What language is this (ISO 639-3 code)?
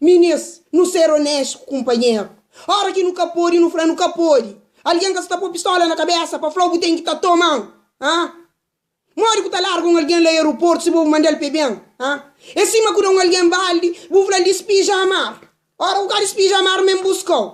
kea